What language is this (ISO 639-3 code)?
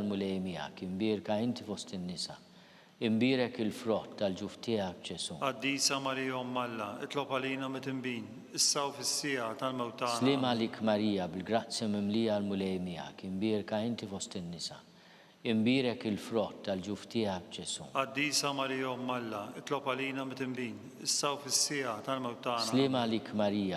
mlt